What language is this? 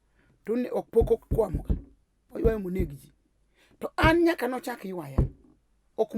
Luo (Kenya and Tanzania)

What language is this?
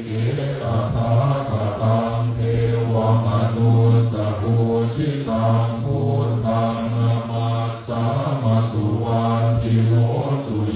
Pali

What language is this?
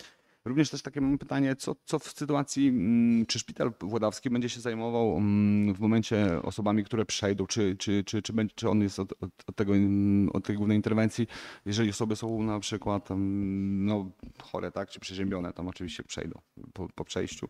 Polish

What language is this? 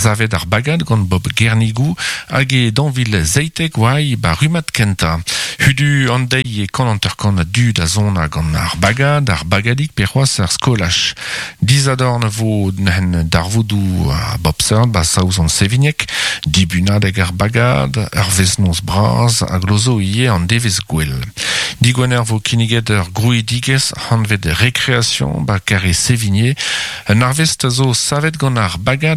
Breton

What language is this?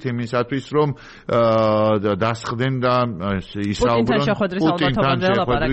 Georgian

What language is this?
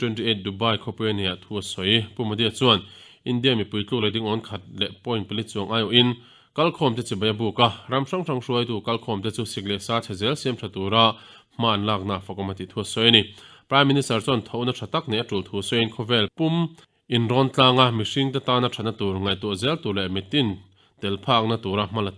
Mizo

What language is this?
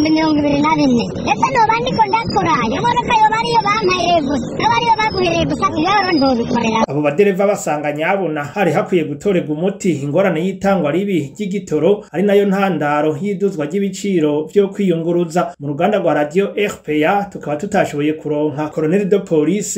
Rundi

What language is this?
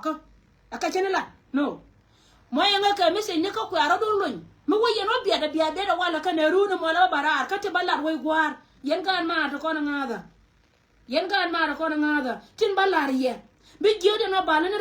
Nuer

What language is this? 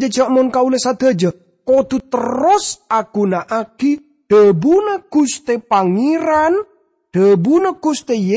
Madurese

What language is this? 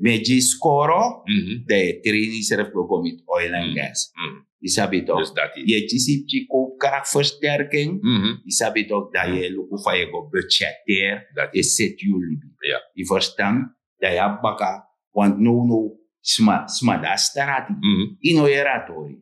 Sranan Tongo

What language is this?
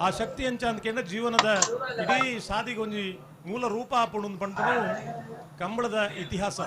Tulu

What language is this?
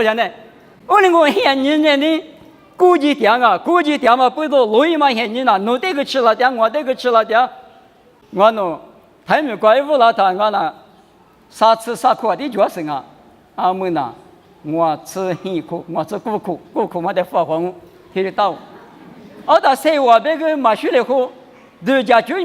Lisu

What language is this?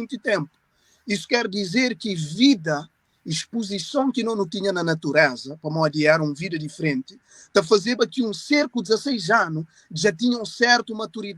Kabuverdianu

